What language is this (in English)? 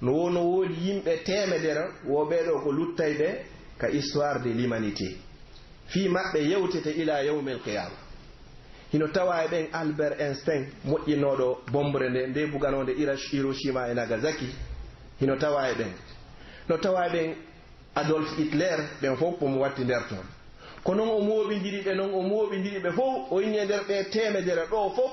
Pular